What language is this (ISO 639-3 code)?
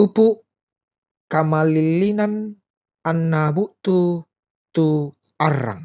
sda